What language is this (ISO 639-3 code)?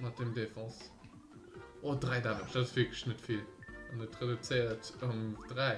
ltz